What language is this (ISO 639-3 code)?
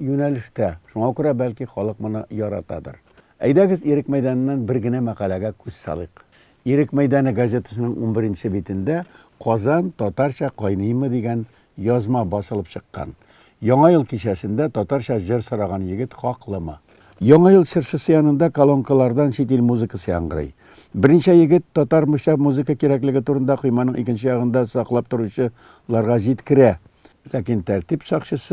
tat